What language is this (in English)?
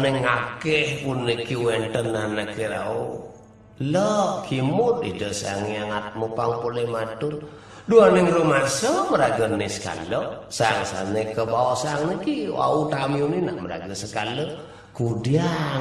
Balinese